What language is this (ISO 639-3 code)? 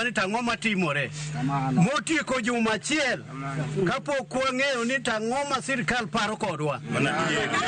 luo